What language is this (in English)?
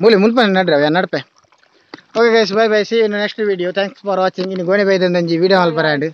Tulu